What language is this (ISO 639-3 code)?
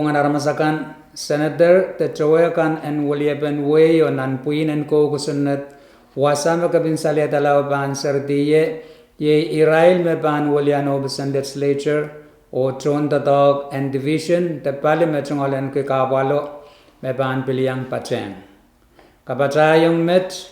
pon